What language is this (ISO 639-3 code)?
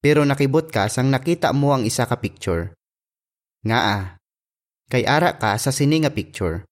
hil